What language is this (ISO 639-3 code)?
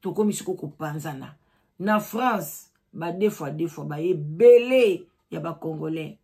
lin